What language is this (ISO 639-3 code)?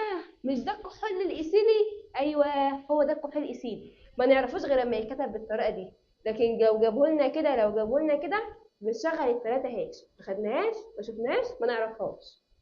arz